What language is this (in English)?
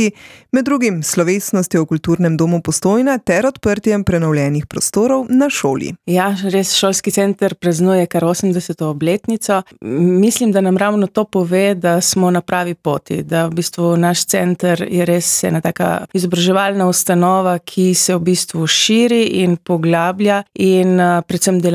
Slovenian